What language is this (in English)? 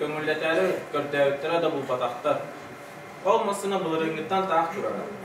Yakut